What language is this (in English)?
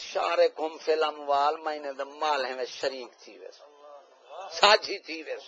Saraiki